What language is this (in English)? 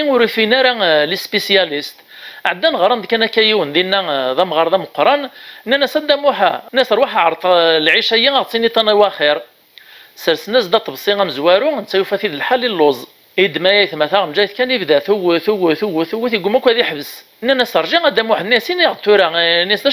Kabyle